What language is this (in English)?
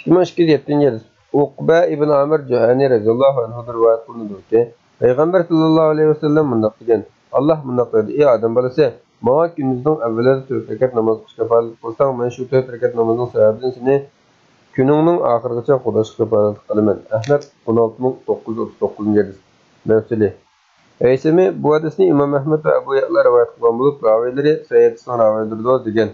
Uyghur